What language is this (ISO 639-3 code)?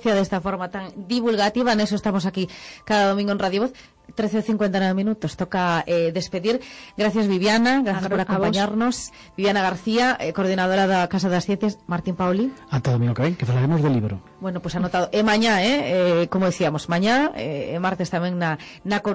glg